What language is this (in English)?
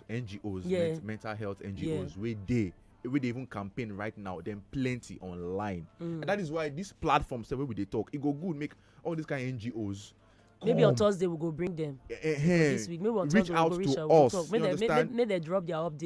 Nigerian Pidgin